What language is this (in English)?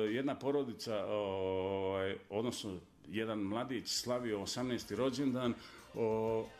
Bosnian